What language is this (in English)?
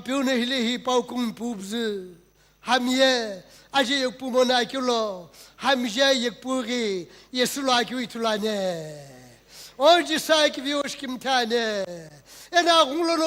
Sumi Naga